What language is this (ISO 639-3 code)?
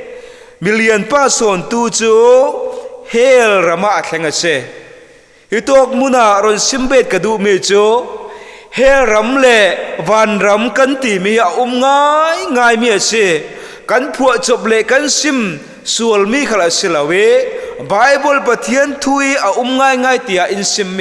cfm